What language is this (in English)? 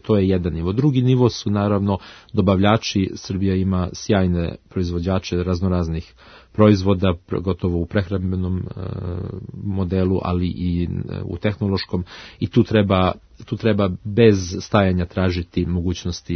Serbian